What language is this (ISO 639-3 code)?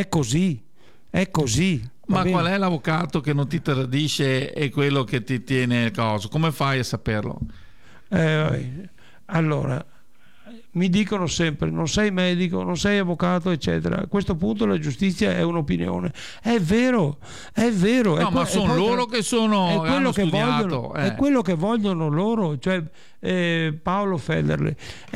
ita